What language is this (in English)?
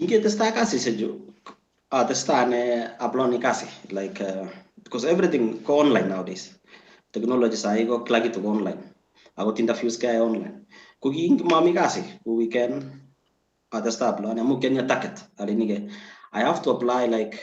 Kalenjin